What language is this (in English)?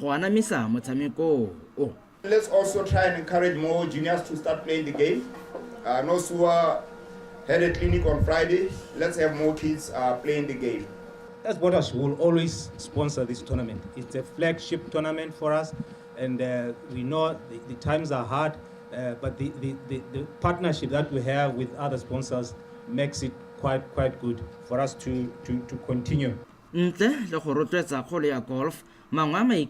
Tswana